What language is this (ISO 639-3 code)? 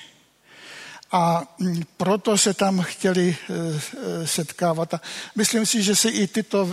ces